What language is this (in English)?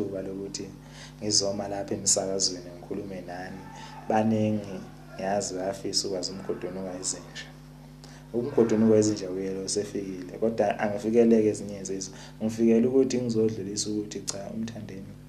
Zulu